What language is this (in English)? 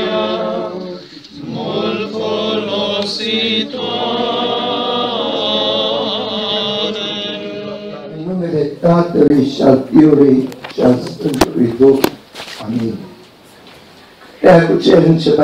Romanian